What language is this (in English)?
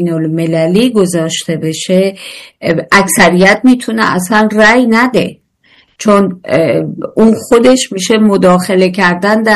Persian